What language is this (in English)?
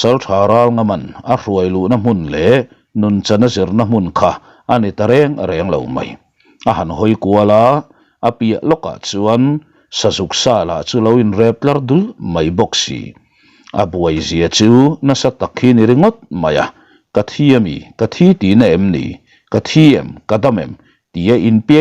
Mizo